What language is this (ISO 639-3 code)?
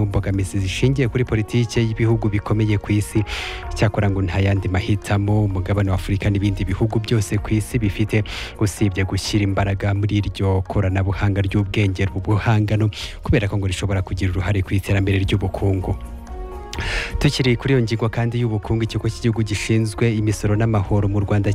kin